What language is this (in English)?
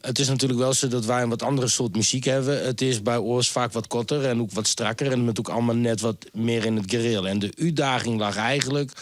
Western Frisian